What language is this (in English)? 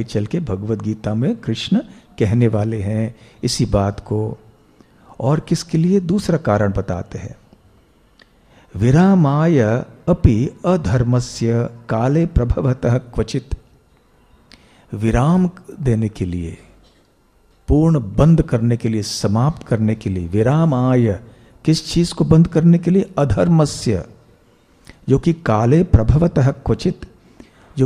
Hindi